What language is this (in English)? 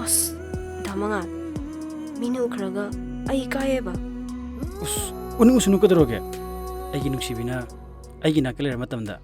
Manipuri